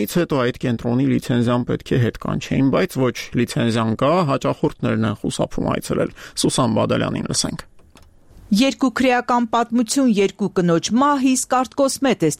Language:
Armenian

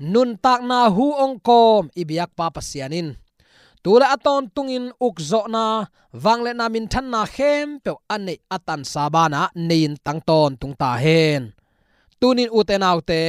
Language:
Tedim Chin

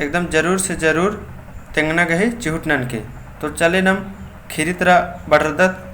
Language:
Kurukh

